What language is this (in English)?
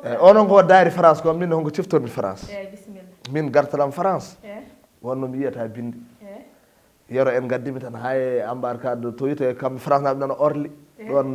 Fula